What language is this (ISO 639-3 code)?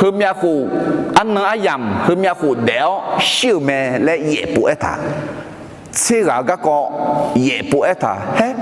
ahk